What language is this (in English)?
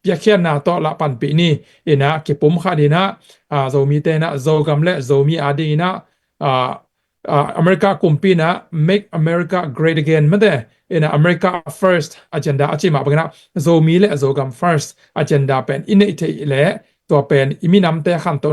Tedim Chin